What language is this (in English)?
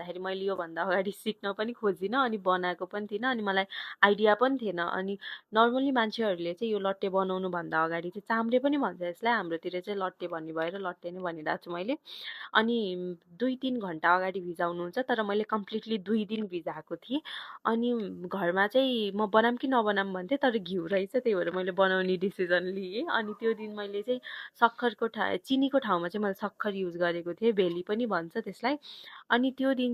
Nepali